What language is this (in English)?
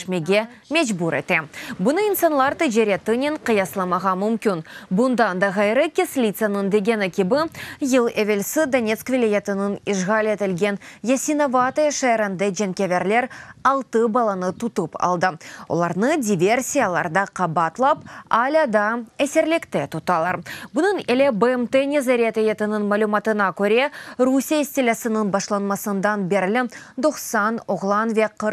Crimean Tatar